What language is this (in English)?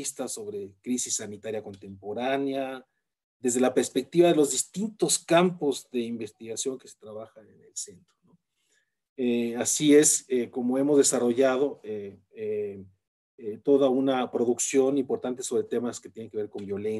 Spanish